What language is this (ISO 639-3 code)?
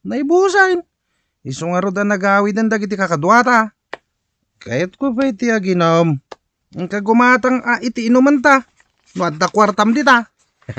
ilo